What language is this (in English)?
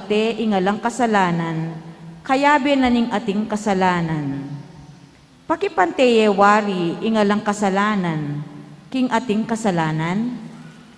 Pampanga